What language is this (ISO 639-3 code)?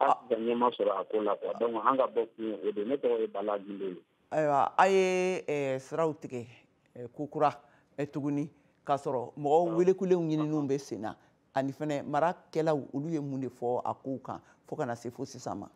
bam